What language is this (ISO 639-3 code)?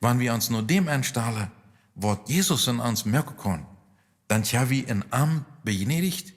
pdt